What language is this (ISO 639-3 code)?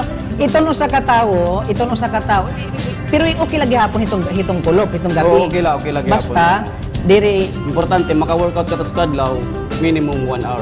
war